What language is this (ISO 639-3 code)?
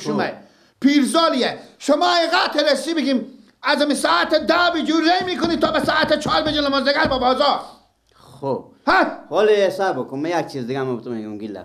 fas